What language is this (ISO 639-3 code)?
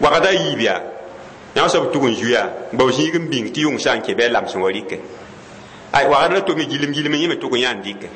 mos